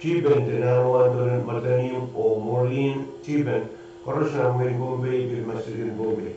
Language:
Pohnpeian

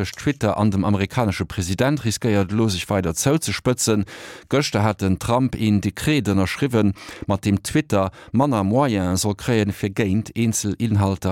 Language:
Luxembourgish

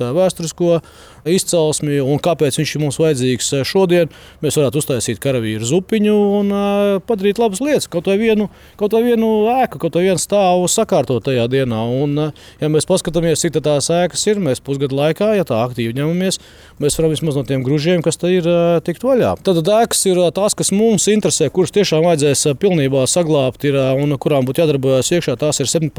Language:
Latvian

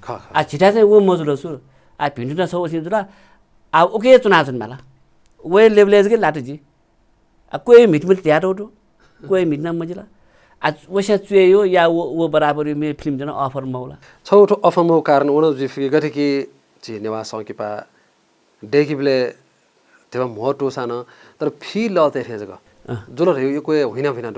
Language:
Newari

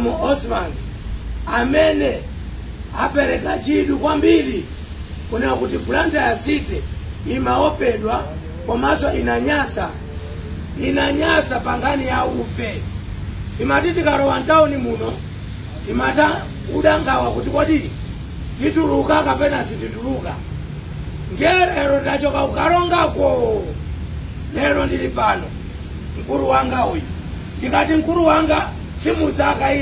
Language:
Nyanja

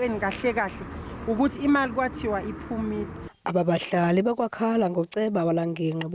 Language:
Zulu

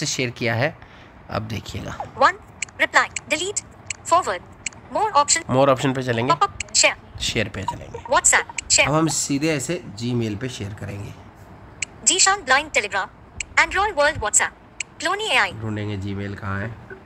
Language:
Hindi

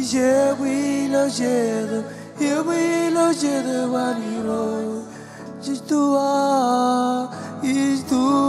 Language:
Marshallese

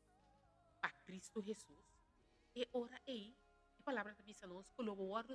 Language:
Papiamento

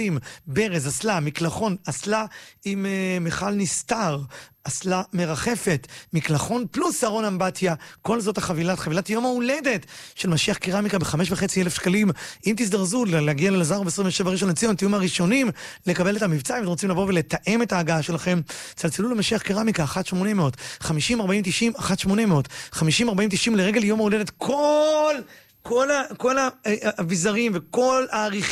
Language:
Hebrew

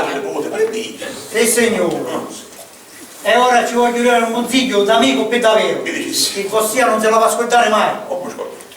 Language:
Sicilian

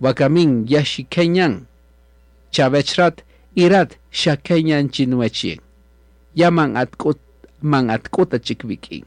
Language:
Kaqchikel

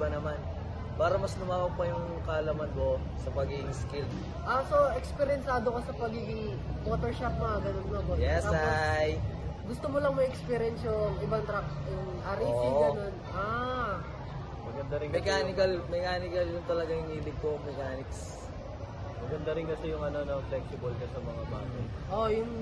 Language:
Filipino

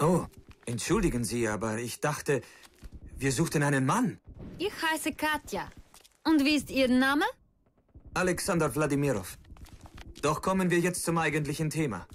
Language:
Bavarian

